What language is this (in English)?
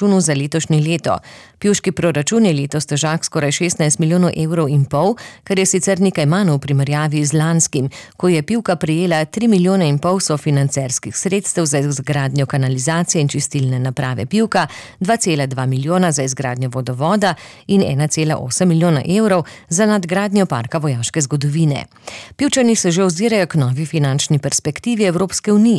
Slovenian